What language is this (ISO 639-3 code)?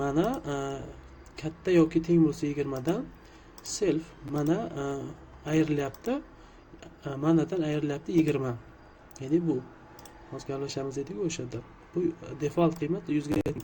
uzb